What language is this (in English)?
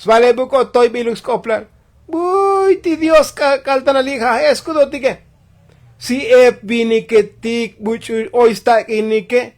Tzotzil